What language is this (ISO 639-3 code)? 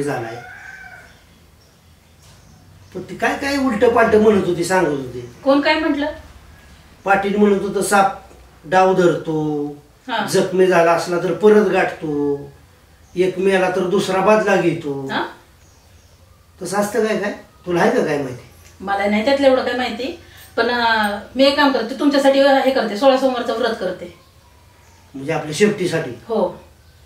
mar